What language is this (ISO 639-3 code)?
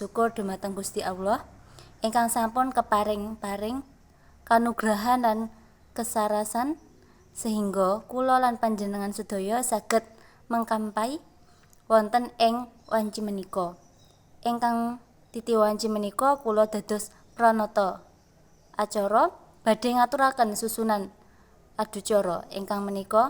jav